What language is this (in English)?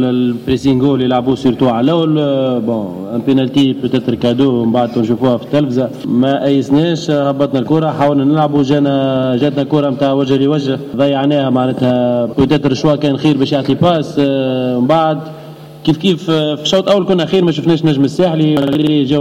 Tunisian Arabic